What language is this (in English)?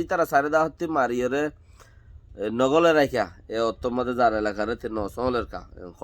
Rohingya